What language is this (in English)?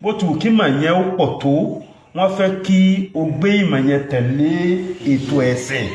Yoruba